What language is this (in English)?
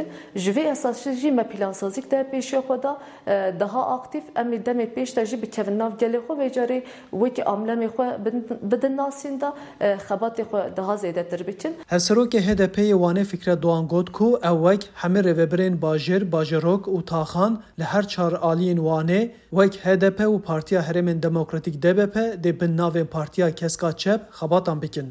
Kurdish